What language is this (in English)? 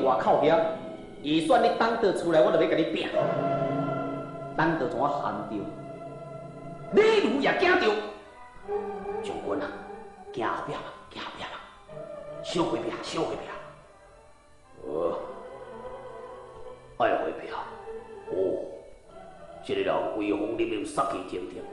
Min Nan Chinese